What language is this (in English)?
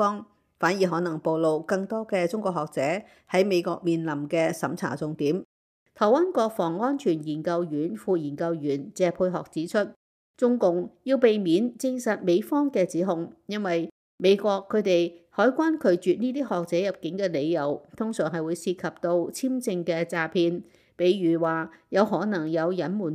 Cantonese